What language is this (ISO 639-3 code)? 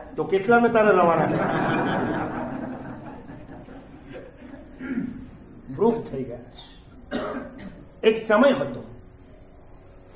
guj